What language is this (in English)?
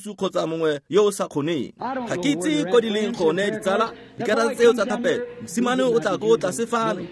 Tswana